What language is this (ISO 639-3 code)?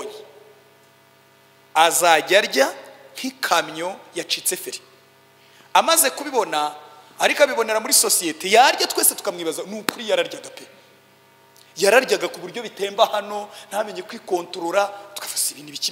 kin